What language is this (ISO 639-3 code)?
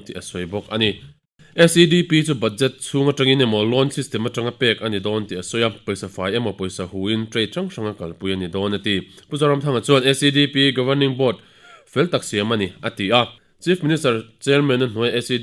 lus